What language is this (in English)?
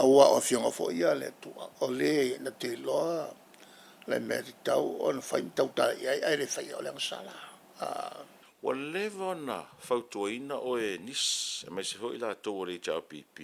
Samoan